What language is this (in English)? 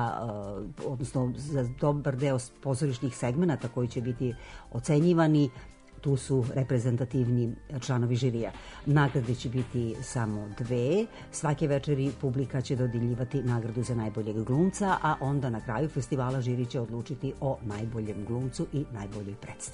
Serbian